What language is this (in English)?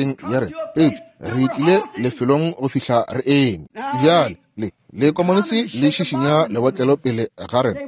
Northern Sotho